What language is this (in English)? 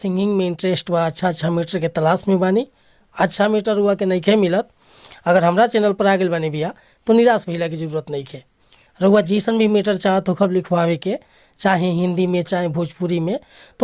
Bhojpuri